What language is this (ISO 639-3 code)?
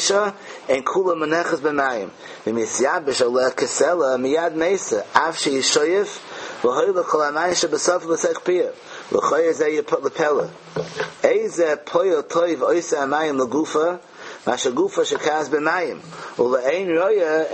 yid